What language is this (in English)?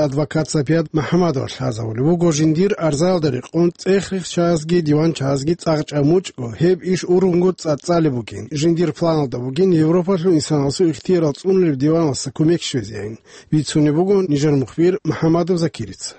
Avaric